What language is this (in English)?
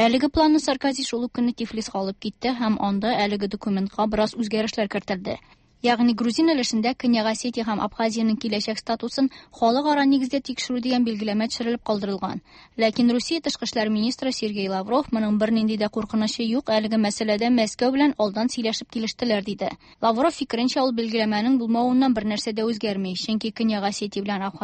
Tatar